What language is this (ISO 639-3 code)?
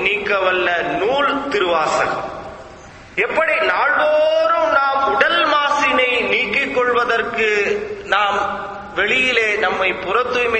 tam